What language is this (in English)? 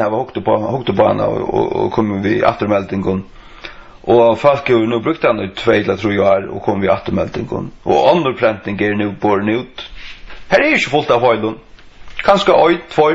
Faroese